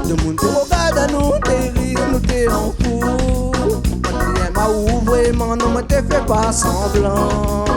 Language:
Réunion Creole French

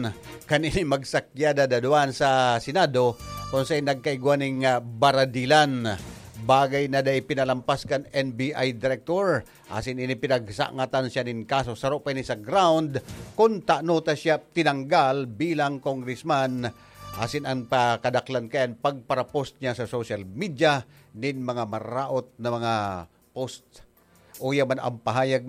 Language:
Bikol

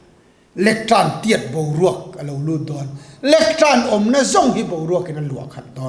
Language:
Mizo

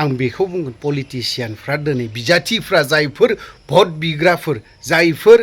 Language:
Bodo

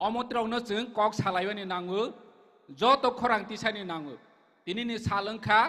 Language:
Kok Borok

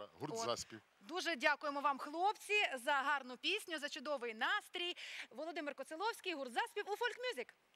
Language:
Ukrainian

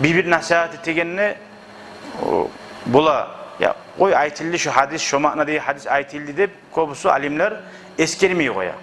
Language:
Kumyk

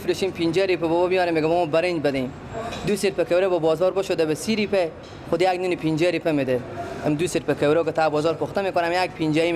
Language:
Persian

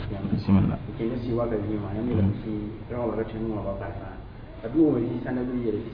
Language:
Mossi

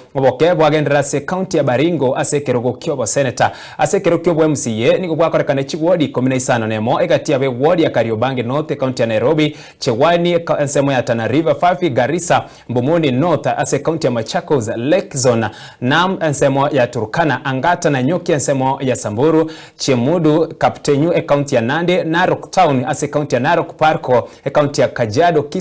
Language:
Gusii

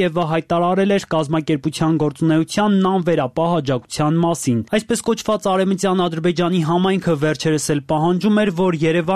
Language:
Armenian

